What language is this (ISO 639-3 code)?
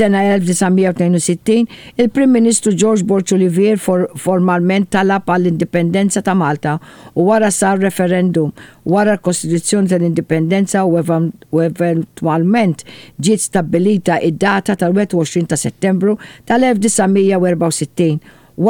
mlt